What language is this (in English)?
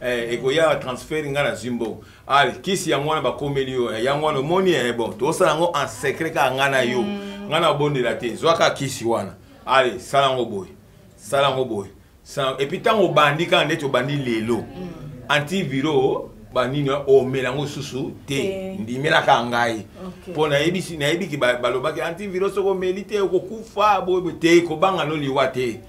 Lingala